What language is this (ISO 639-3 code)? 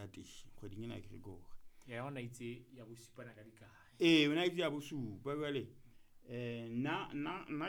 sot